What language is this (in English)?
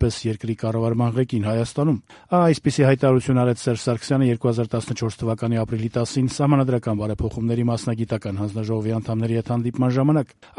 Armenian